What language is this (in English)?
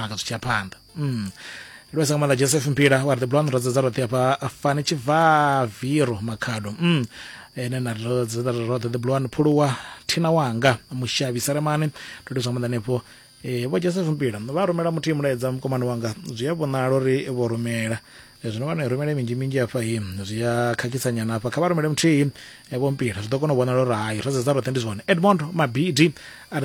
Venda